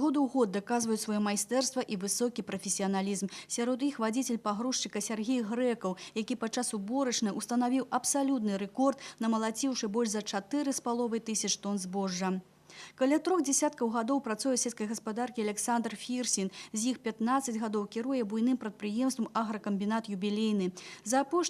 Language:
Belarusian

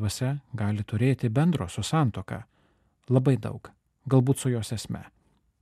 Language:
Lithuanian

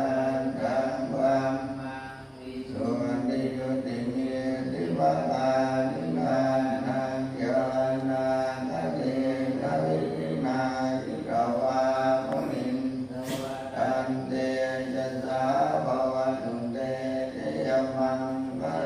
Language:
Pali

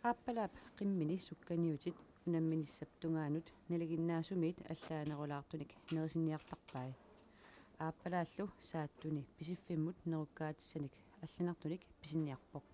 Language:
Kalaallisut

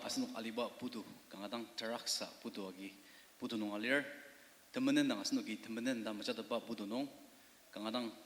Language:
Ao Naga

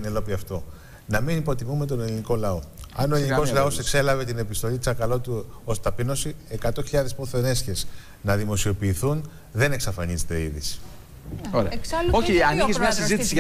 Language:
Greek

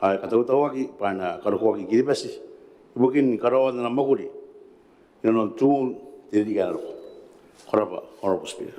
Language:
Gilbertese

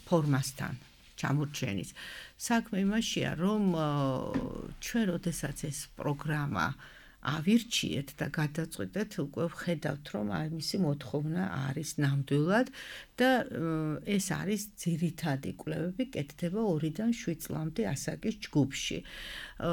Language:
Georgian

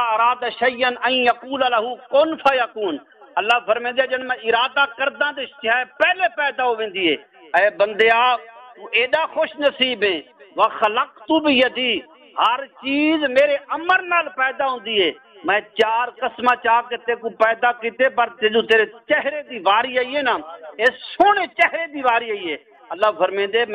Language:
Saraiki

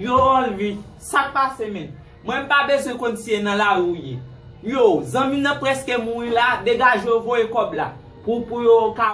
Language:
Haitian Creole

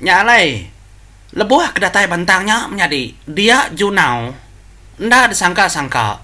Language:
Iban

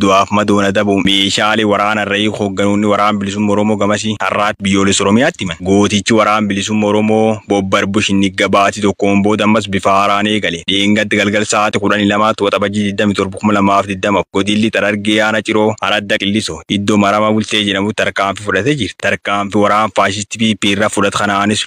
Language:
Oromo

